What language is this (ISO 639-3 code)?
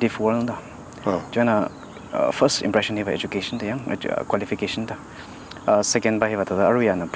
nmf